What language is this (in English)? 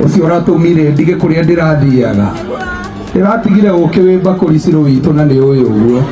Kikuyu